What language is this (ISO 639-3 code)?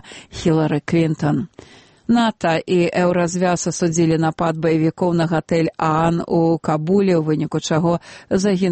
bel